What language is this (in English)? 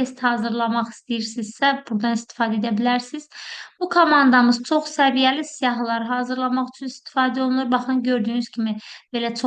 Azerbaijani